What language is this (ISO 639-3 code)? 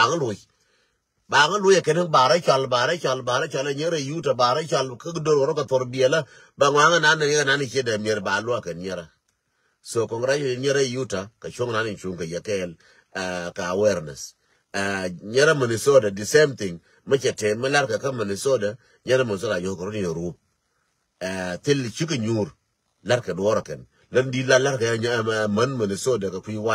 nus